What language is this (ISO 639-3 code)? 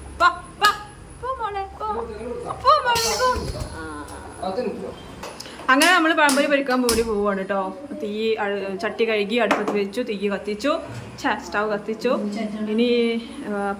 mal